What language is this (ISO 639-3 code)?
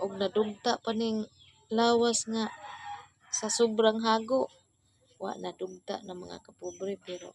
ceb